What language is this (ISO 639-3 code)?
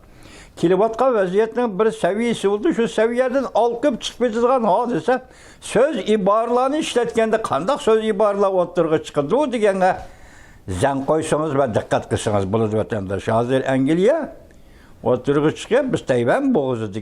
uig